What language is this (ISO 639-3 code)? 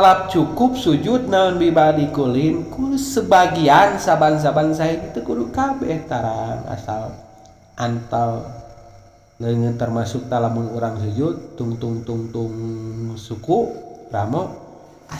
sun